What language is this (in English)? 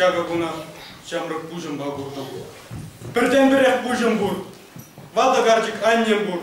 Chuvash